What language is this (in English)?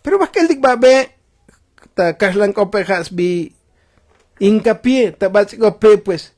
Tzotzil